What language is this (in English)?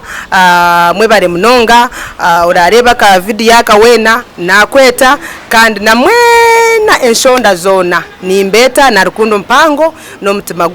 Nyankole